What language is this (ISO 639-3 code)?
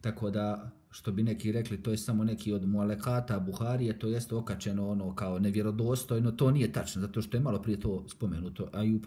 bos